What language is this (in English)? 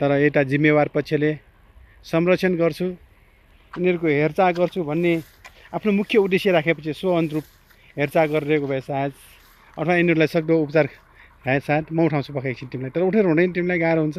Nepali